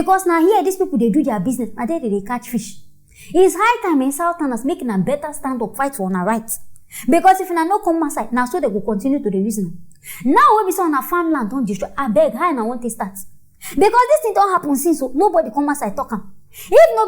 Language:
Nigerian Pidgin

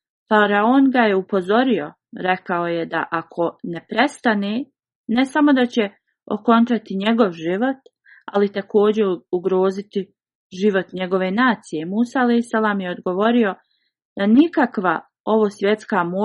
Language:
Bosnian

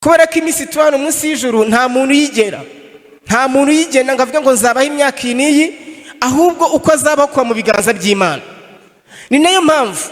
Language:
Kinyarwanda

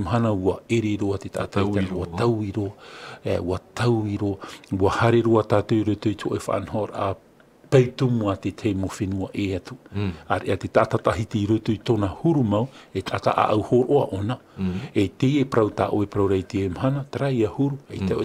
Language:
Tahitian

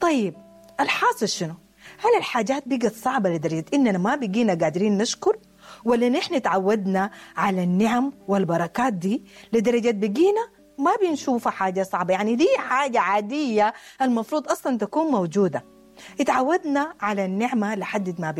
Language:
Sudanese Arabic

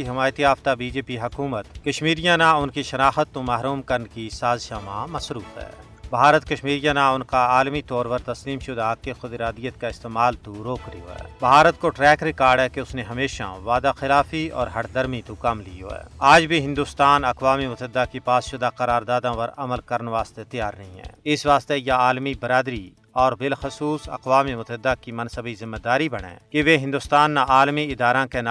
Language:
Gujari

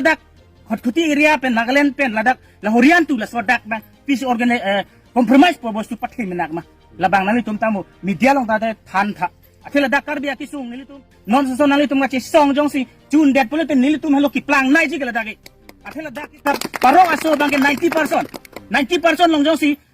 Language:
Karbi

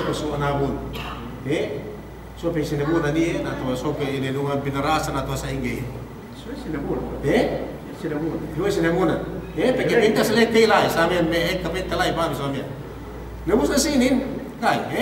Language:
Yakan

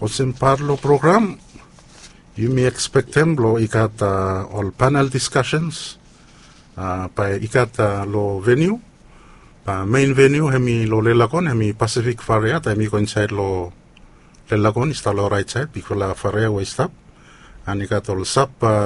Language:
Bislama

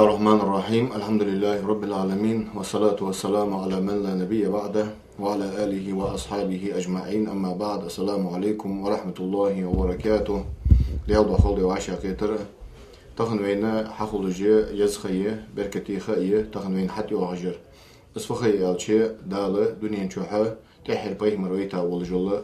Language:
Ingush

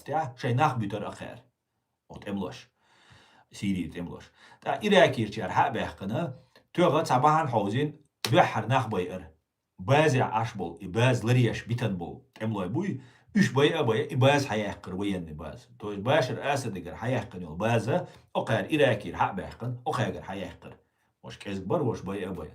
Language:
Chechen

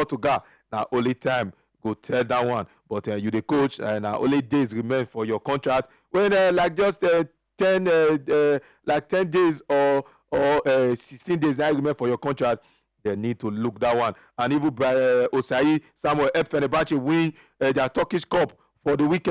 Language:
Nigerian Pidgin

